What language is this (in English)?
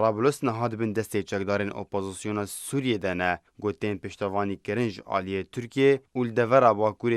Kurdish